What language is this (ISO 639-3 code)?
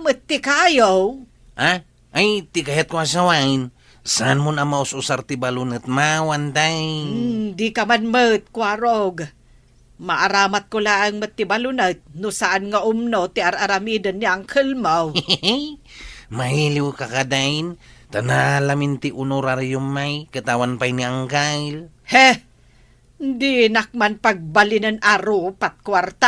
ilo